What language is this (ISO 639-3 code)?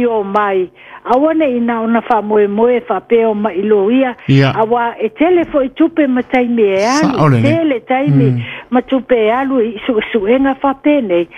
smo